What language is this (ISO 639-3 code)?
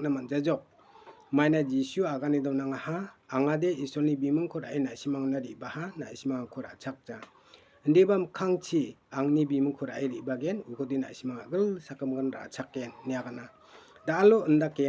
grt